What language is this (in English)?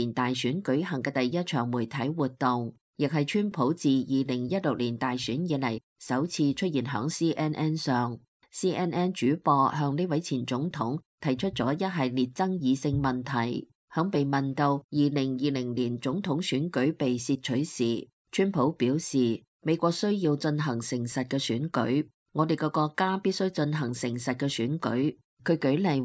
Cantonese